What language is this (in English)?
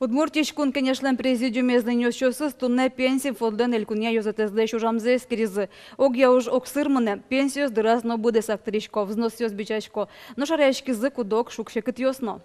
Udmurt